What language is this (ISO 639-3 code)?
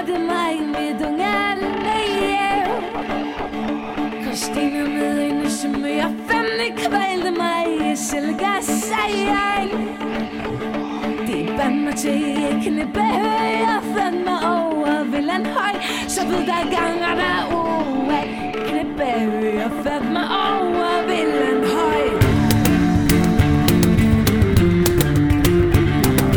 dan